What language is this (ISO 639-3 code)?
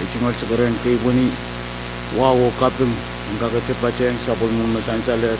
pon